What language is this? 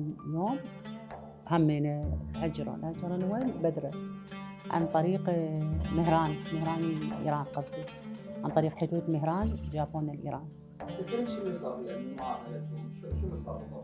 Mesopotamian Arabic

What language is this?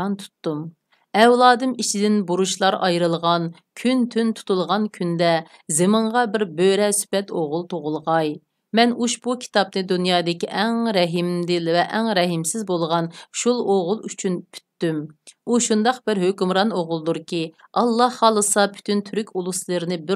Uyghur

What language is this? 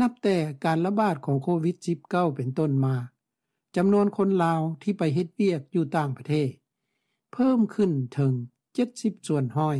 Lao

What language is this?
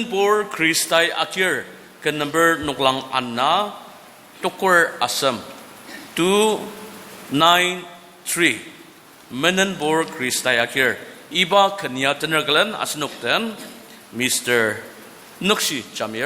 Ao Naga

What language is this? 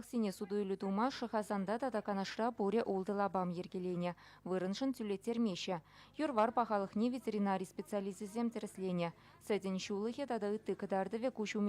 Chuvash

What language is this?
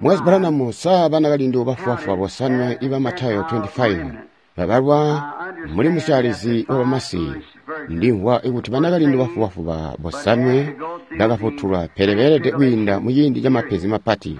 Tonga (Zambia)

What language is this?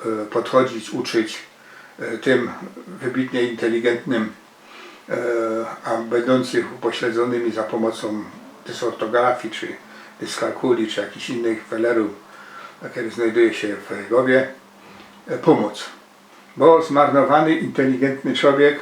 Silesian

